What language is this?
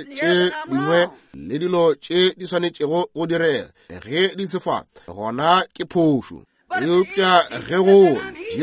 Northern Sotho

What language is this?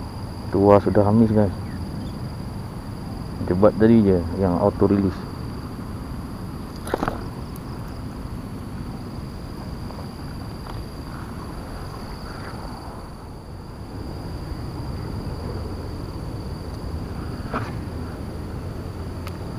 Malay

